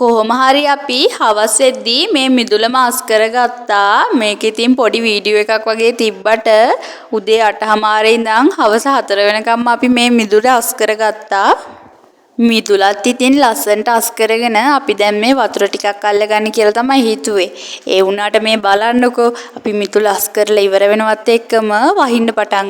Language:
Sinhala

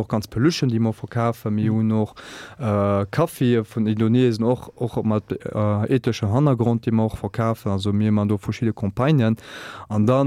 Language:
Luxembourgish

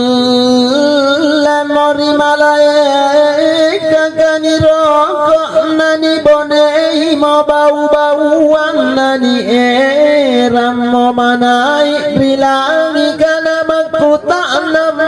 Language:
Makasar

